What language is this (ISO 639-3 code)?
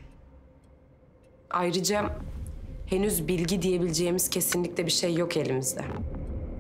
tur